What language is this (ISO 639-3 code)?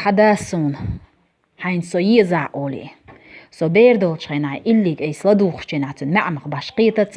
che